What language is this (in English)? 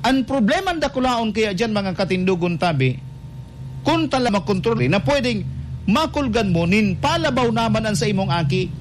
Bikol